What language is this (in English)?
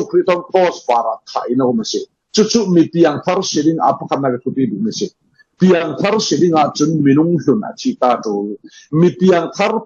Falam Chin